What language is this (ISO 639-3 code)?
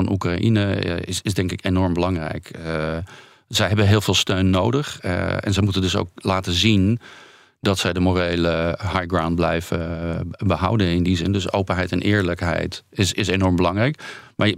nld